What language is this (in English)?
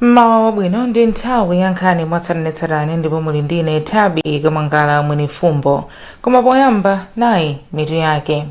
Nyanja